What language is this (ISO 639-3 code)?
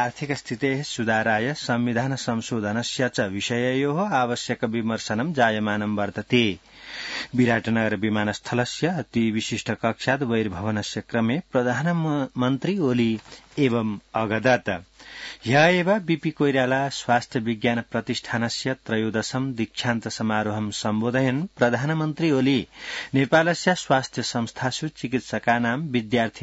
san